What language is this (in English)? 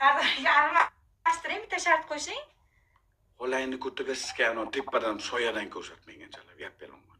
Uzbek